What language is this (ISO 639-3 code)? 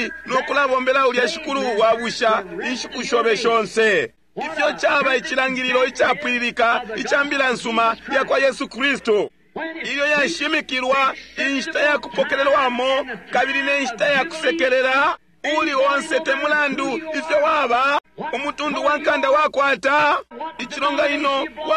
bem